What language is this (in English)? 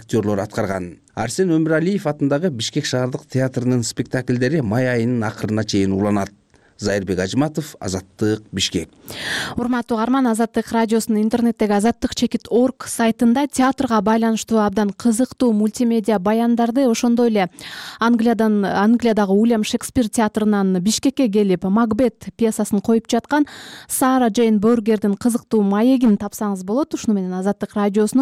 Kyrgyz